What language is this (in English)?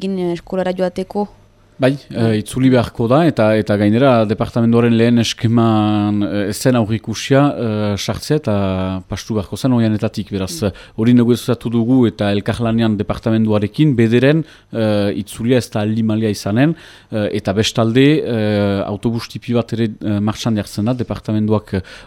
Basque